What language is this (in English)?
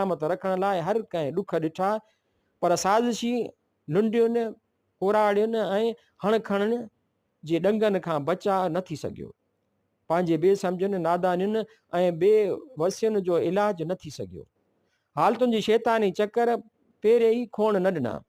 Sindhi